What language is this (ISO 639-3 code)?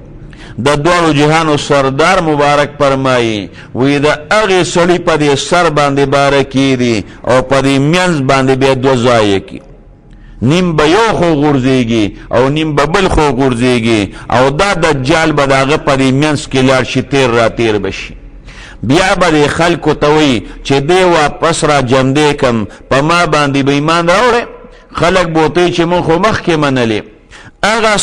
pus